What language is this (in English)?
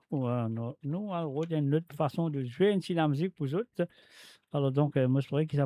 Morisyen